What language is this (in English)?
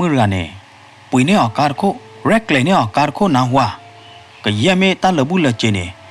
S'gaw Karen